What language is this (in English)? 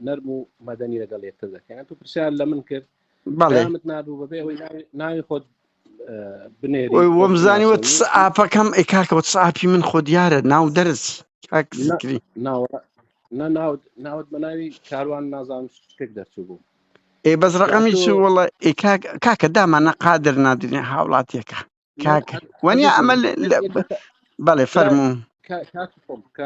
Central Kurdish